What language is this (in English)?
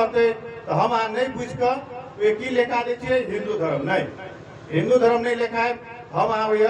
Magahi